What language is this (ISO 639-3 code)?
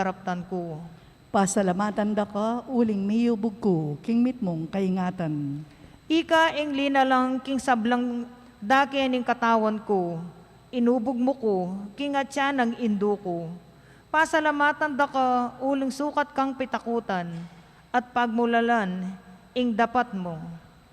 pam